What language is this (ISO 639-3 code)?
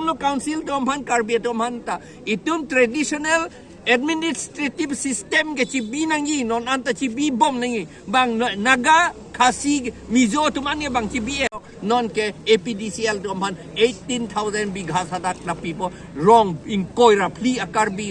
mjw